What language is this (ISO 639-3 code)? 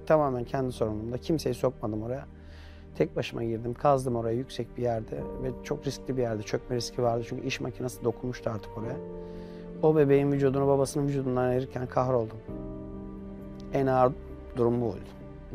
tur